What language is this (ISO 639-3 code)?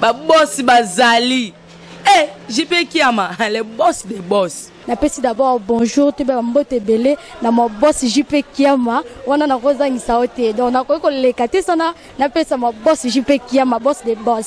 lin